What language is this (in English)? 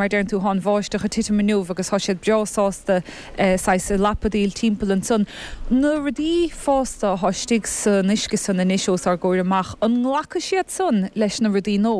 Irish